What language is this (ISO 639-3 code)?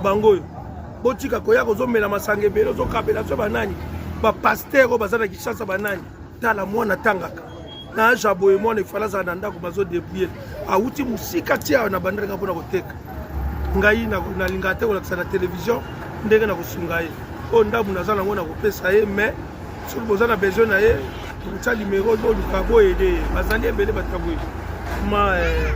lin